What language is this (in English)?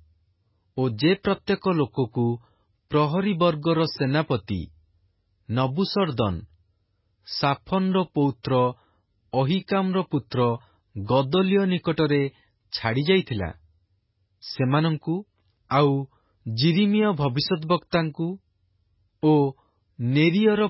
Odia